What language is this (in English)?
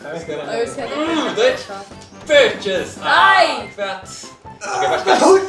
Faroese